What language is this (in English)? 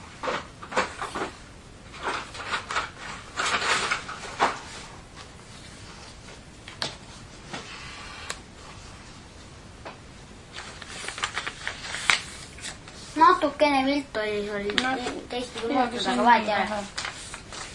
Estonian